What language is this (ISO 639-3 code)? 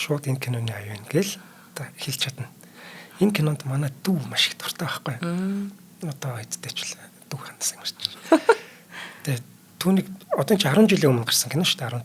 mon